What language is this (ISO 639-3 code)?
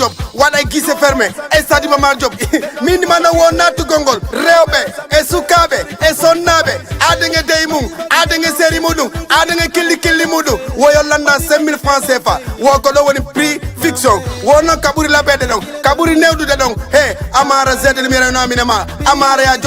ful